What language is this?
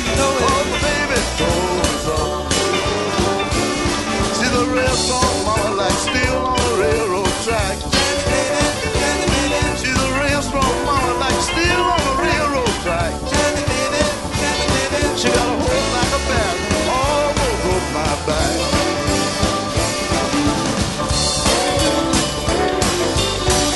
English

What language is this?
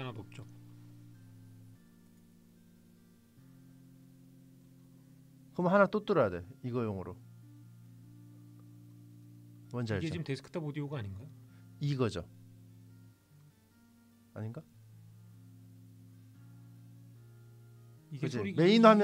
Korean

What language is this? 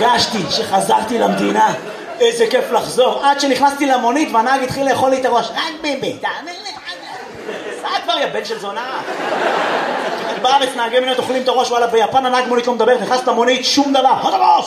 Hebrew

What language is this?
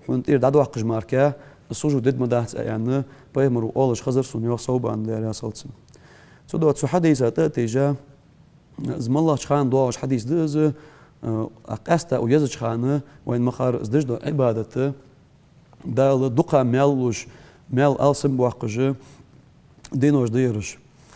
Ingush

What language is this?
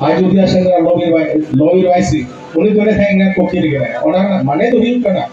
Santali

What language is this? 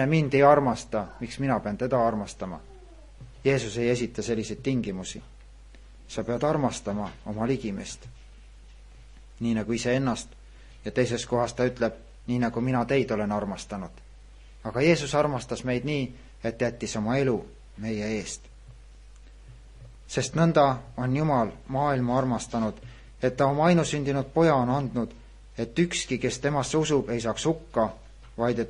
Estonian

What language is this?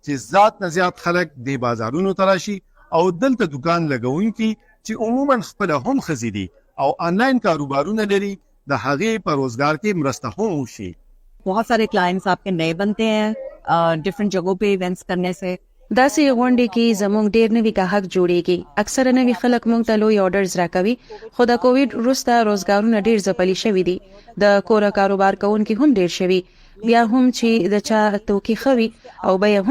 Pashto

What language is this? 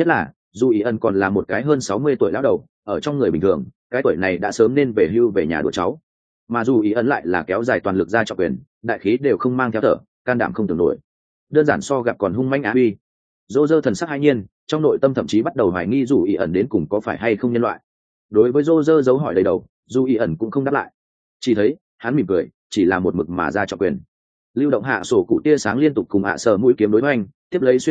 Vietnamese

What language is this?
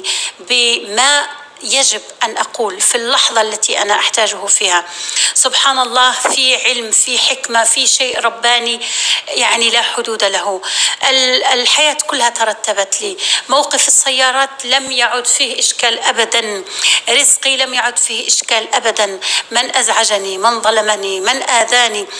North Levantine Arabic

